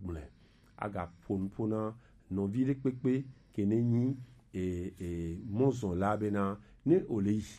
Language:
Gen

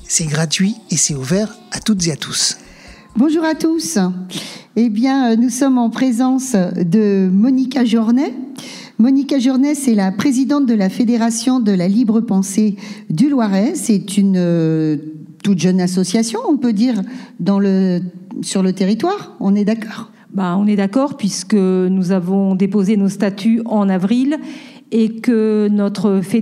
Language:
French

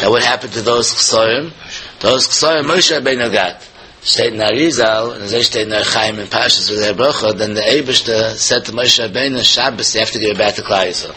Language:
Yiddish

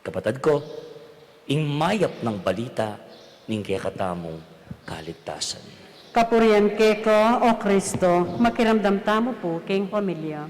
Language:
Pampanga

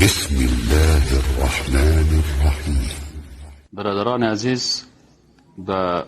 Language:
Persian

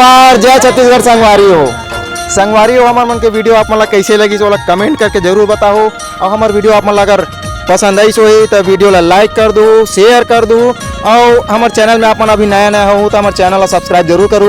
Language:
Chhattisgarhi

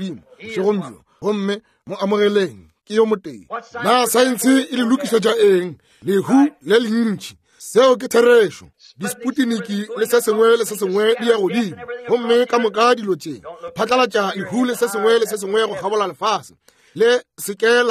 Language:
Northern Sotho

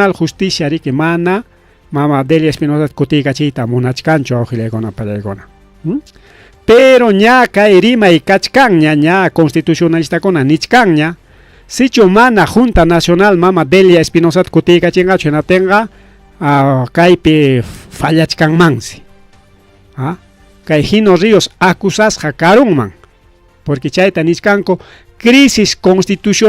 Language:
Ayacucho Quechua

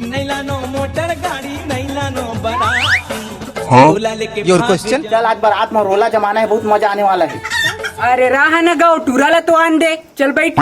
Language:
Chhattisgarhi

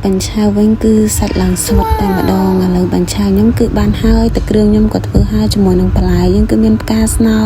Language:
Khmer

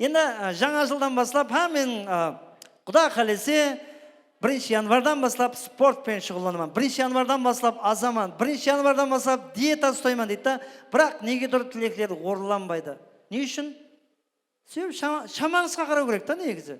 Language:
Kara-Kalpak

